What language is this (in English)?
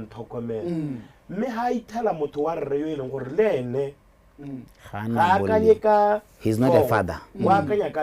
Tswana